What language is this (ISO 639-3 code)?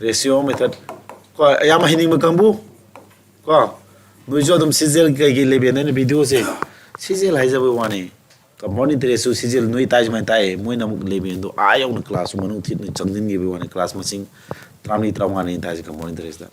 mni